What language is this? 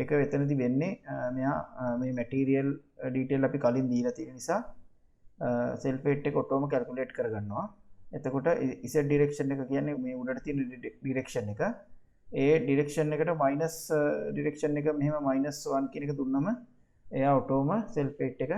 Sinhala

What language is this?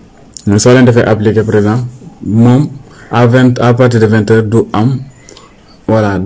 Wolof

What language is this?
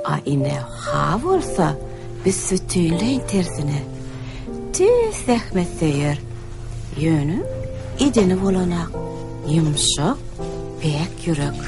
Turkmen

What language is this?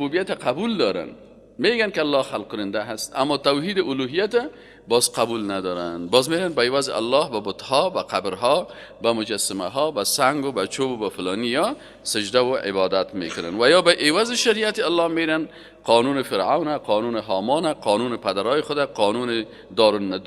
Persian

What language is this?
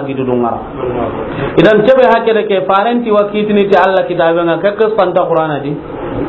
Soninke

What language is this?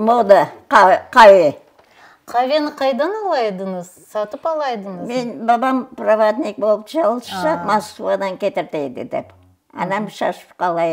Crimean Tatar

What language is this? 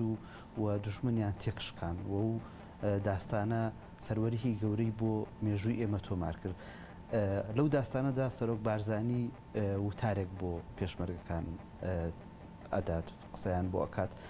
Central Kurdish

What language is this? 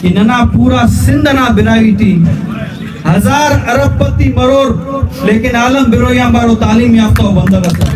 Brahui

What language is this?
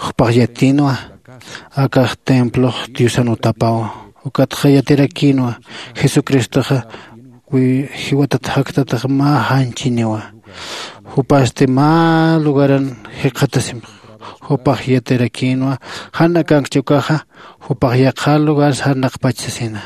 Aymara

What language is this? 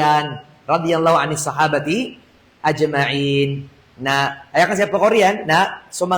Maranao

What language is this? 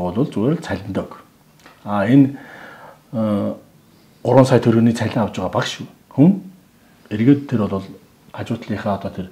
Mongolian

